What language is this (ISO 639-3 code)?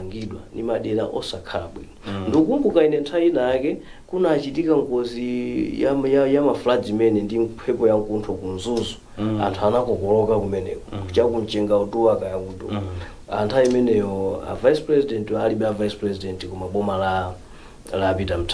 nya